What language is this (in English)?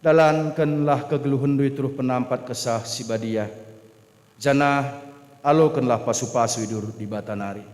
Batak Karo